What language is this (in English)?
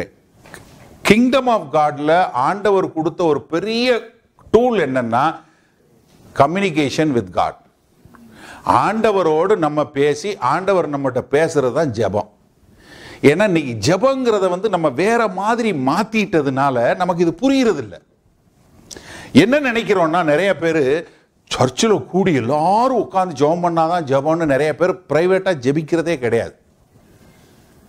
Tamil